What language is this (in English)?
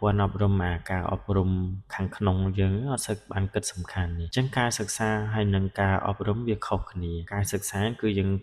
Khmer